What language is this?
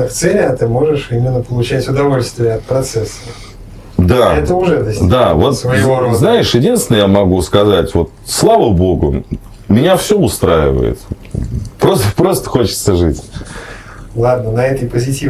Russian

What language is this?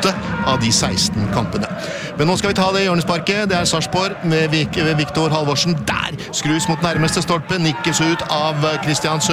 Norwegian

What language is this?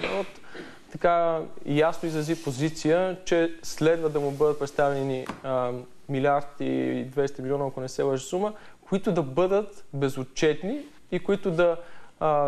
Bulgarian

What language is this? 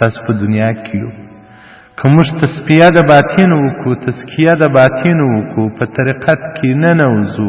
Pashto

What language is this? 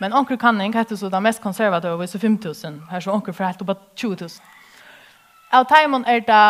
Faroese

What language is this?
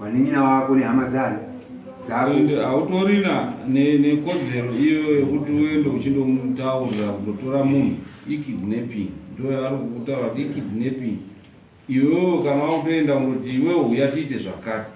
Shona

